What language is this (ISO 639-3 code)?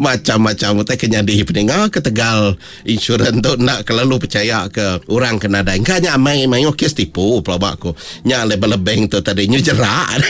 iba